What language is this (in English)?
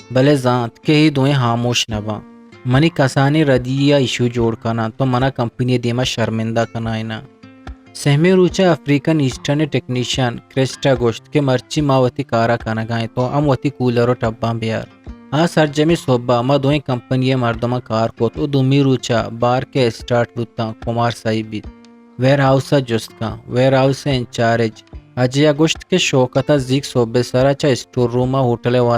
Eastern Balochi